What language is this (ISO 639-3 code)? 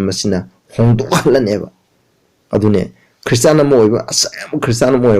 mni